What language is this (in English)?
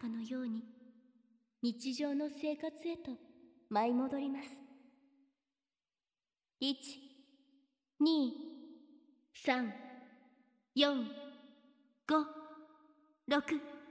Japanese